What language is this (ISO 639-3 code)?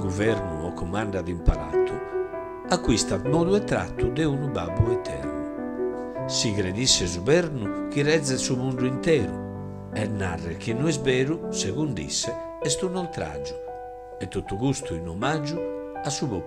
srd